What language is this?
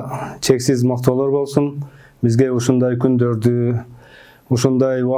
Kyrgyz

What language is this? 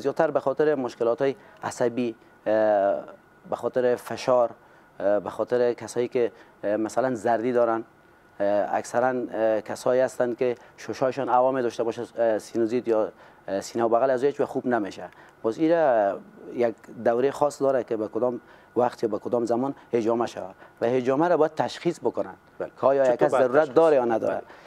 Persian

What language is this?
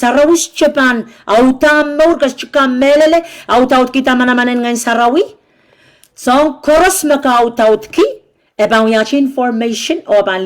Pohnpeian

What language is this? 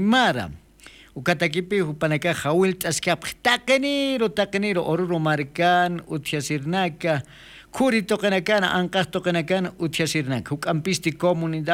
Aymara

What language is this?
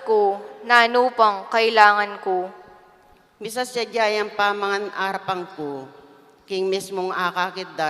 Pampanga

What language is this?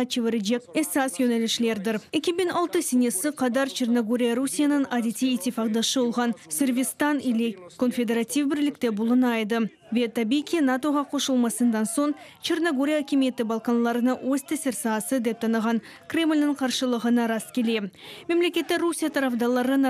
Crimean Tatar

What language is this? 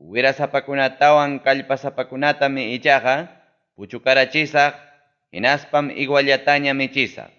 Ayacucho Quechua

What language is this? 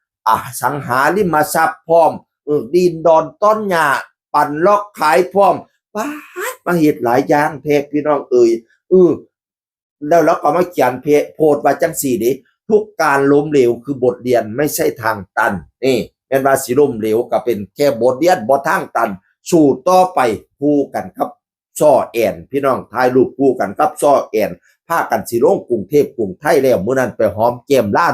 Northeastern Thai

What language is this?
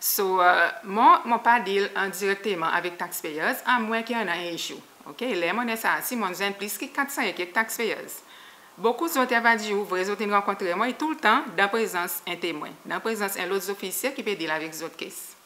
Seselwa Creole French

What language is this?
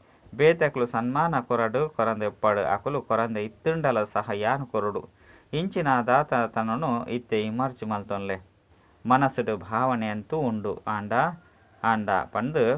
Tulu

